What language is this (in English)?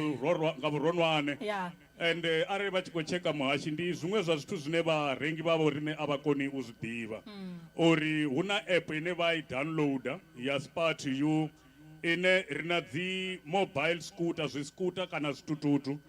Venda